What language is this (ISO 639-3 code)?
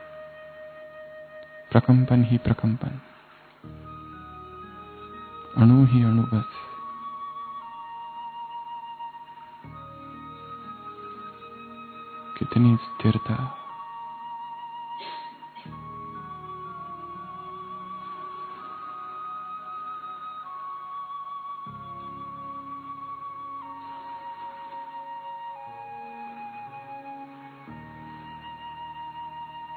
hin